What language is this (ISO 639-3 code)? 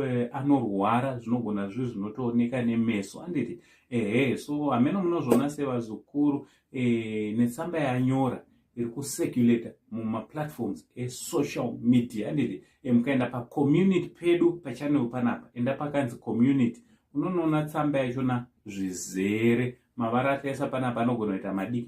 sna